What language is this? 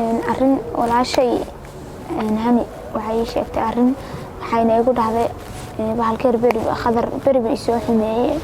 Somali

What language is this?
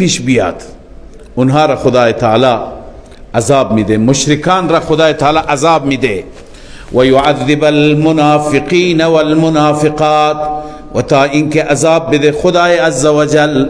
Persian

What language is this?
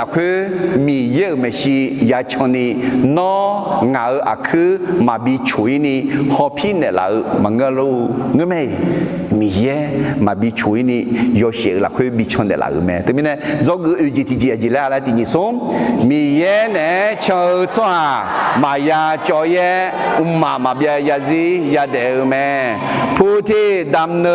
Akha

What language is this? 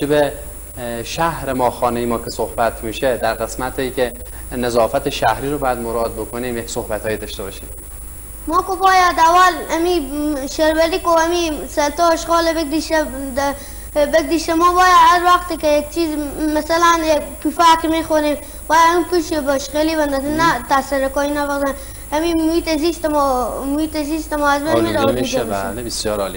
Persian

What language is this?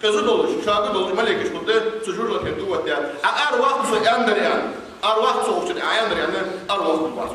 Ingush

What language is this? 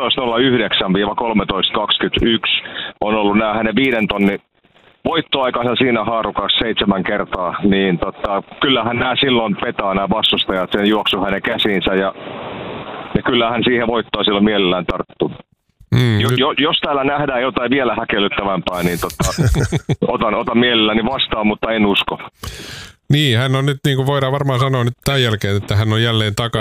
Finnish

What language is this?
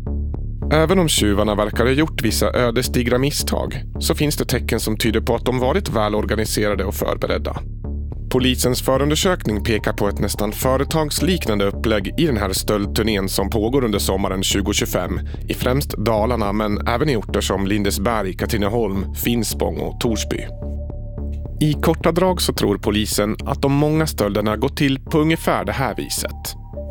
Swedish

